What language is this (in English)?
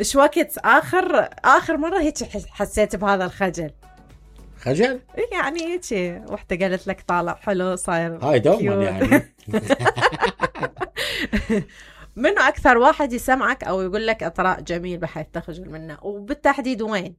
Mesopotamian Arabic